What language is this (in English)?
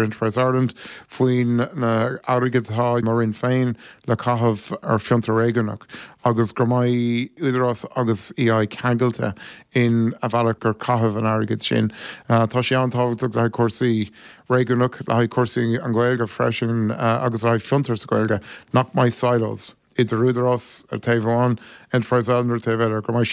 Irish